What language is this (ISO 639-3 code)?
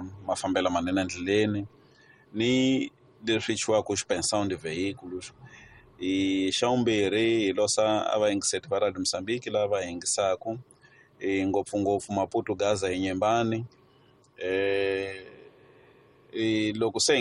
tso